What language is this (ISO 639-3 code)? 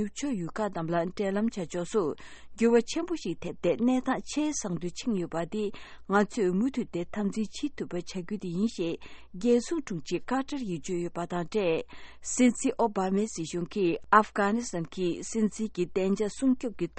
bod